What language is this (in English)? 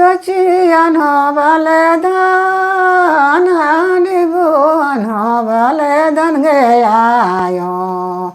Sadri